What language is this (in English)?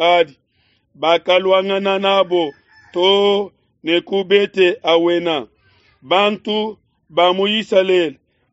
Luba-Lulua